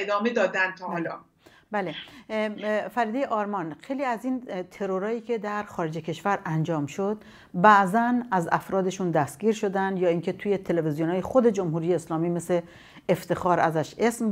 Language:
Persian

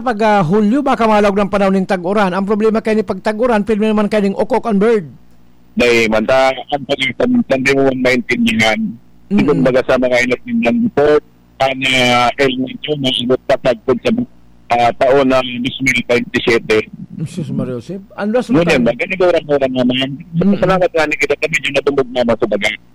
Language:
Bikol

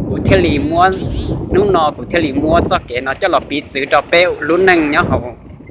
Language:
Hmong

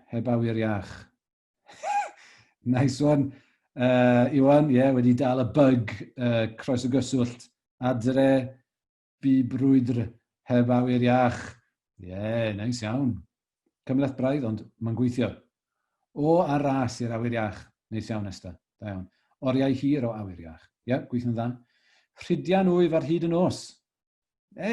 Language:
Welsh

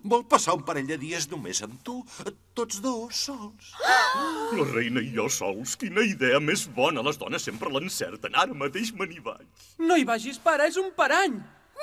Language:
Catalan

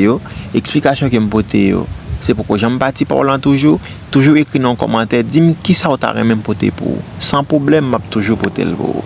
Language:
Haitian Creole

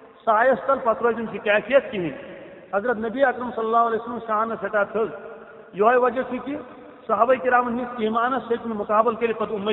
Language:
Kashmiri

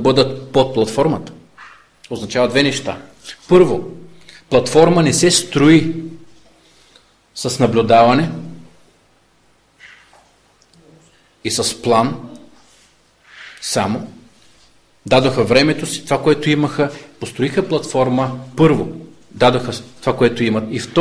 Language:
Bulgarian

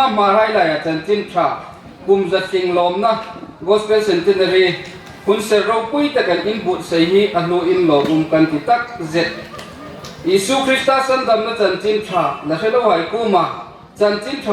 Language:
Hmar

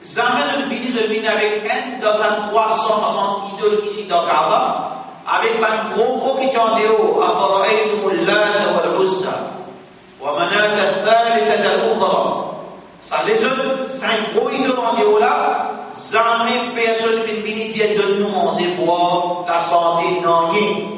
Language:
Morisyen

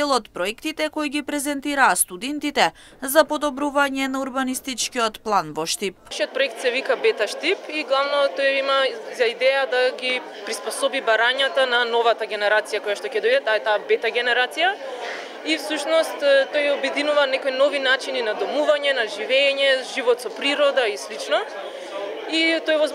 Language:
Macedonian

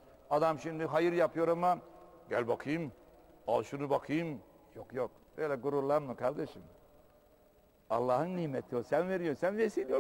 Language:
Turkish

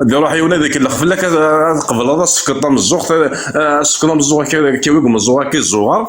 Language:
Kabyle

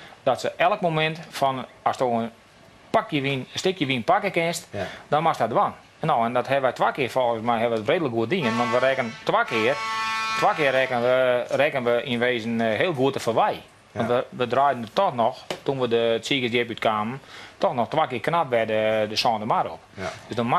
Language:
Western Frisian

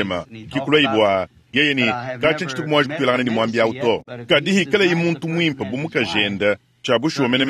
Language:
Luba-Lulua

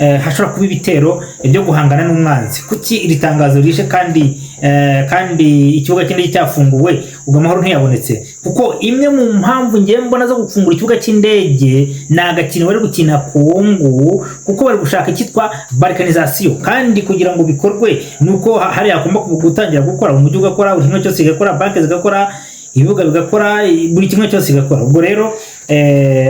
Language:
Kinyarwanda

